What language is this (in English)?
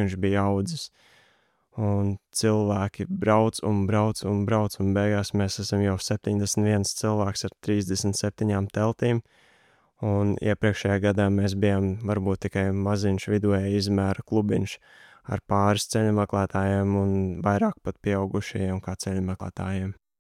Latvian